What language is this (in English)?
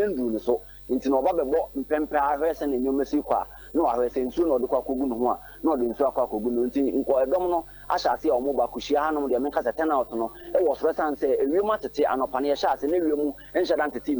Akan